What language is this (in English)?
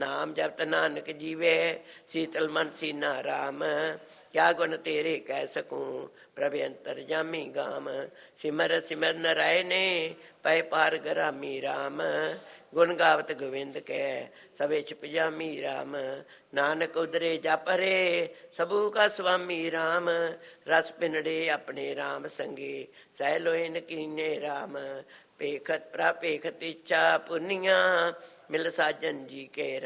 Punjabi